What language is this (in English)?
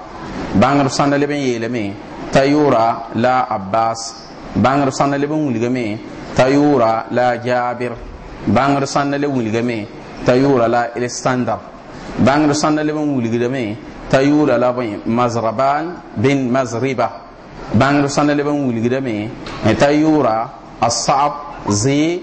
Mossi